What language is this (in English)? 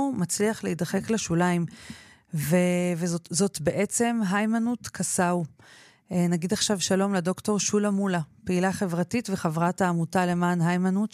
Hebrew